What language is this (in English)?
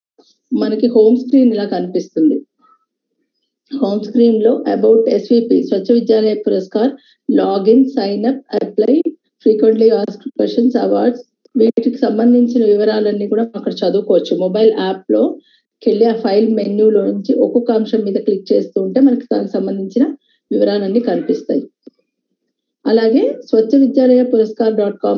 Telugu